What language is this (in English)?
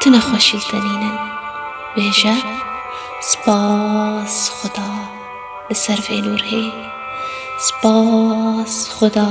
Kurdish